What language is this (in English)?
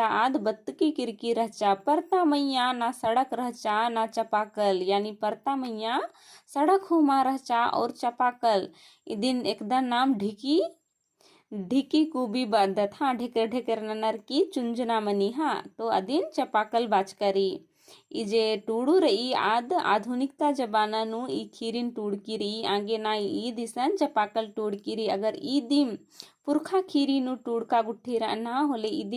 Kurukh